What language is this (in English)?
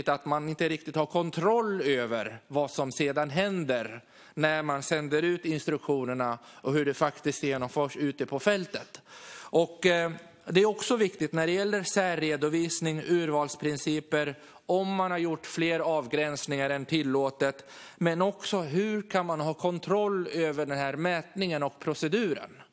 Swedish